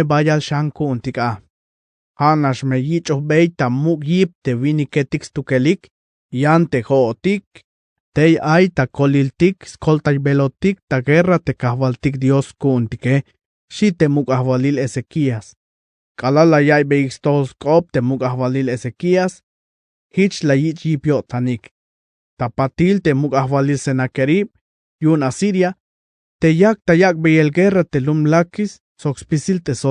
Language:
Tzeltal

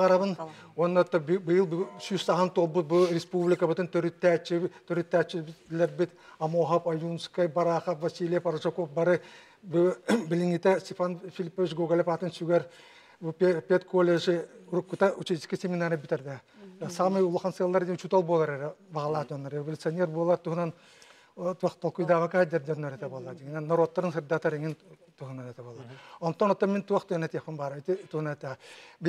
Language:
Yakut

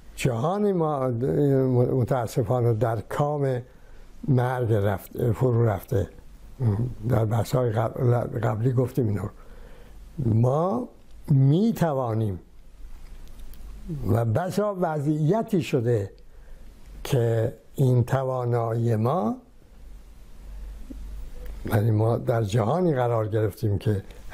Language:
Persian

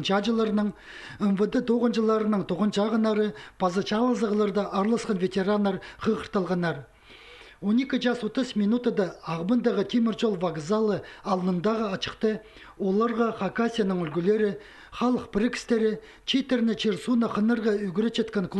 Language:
Khakas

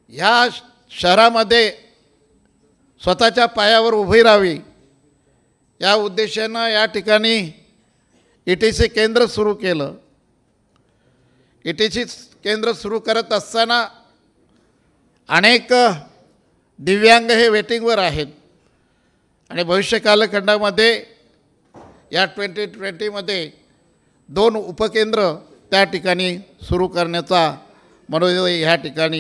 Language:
Marathi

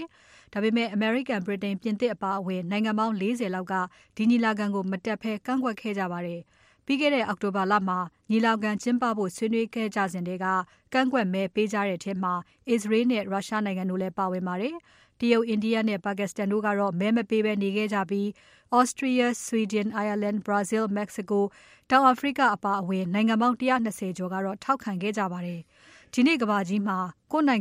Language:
Burmese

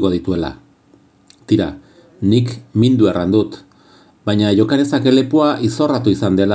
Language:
Basque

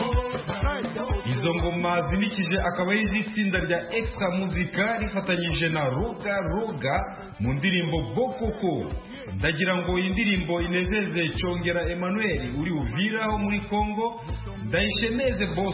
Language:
Kinyarwanda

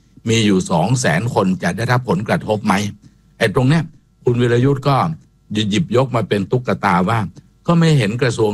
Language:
Thai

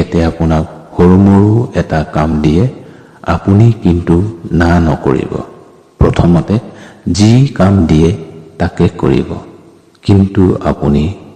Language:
Assamese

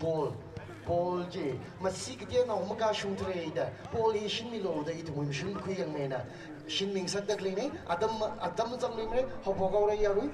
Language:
Tangkhul Naga (India)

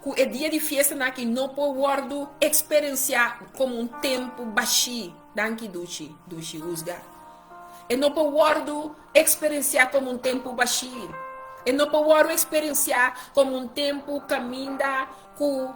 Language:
Papiamento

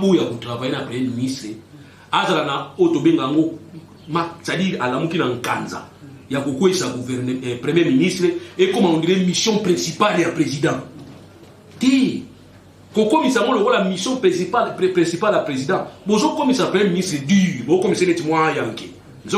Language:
Lingala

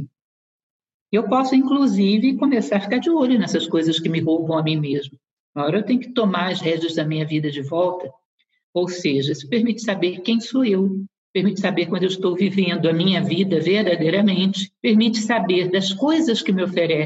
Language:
Portuguese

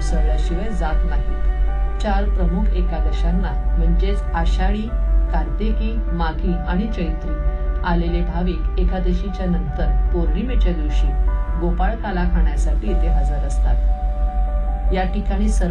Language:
Marathi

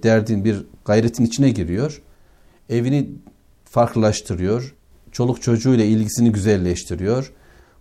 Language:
Turkish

